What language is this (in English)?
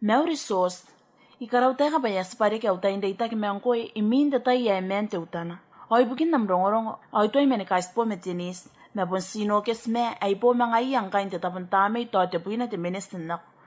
Gilbertese